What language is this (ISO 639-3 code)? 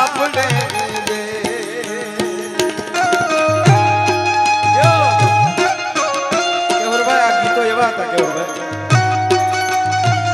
guj